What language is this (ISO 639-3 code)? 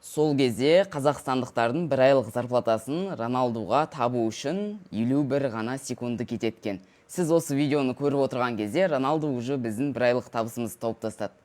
kaz